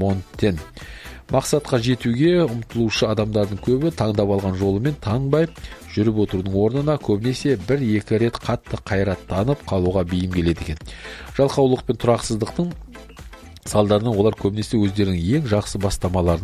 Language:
Kazakh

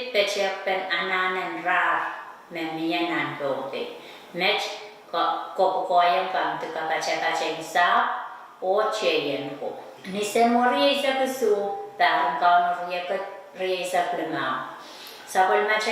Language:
Pohnpeian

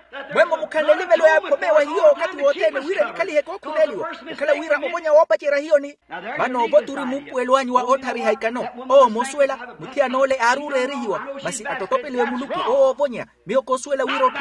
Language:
Makhuwa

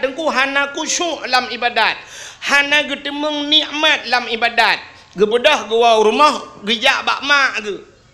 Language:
Achinese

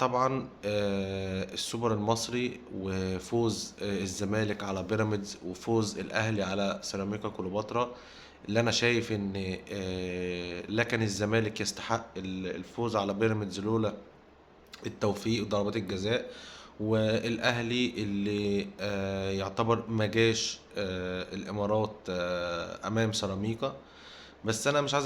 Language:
Egyptian Arabic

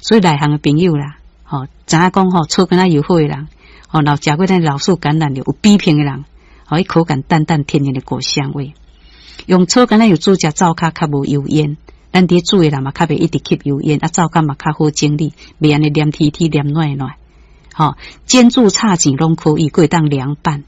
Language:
Min Nan Chinese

